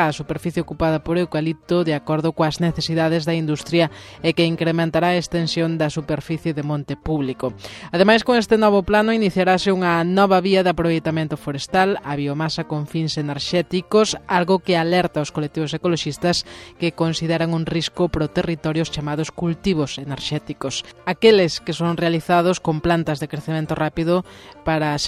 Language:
Galician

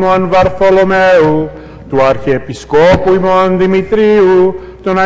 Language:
Greek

